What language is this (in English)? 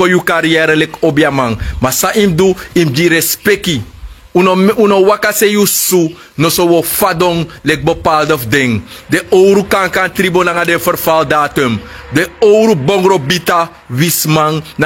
Sranan Tongo